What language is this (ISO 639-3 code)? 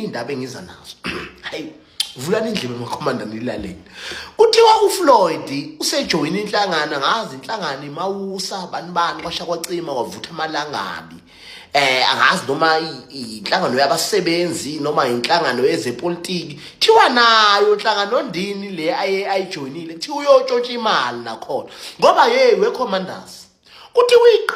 zul